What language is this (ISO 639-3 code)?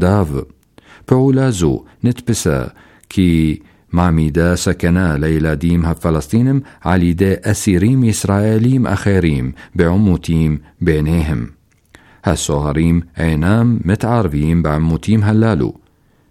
heb